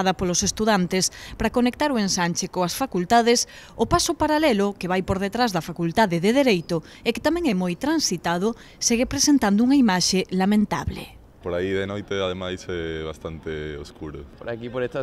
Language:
Galician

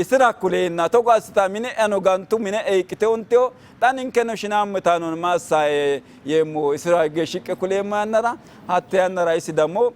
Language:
Sidamo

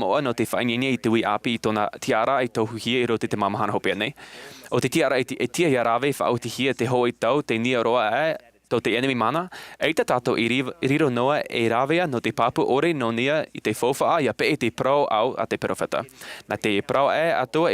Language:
Tahitian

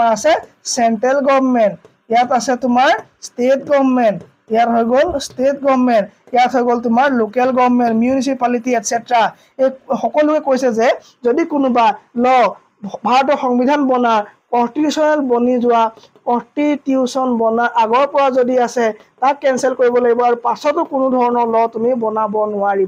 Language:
Assamese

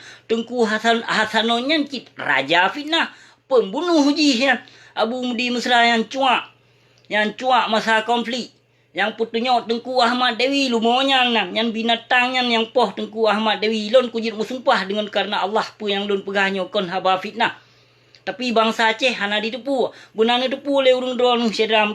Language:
Achinese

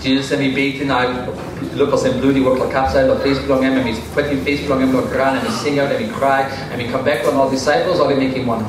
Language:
Tok Pisin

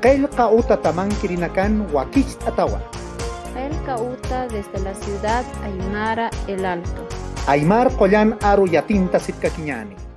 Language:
Aymara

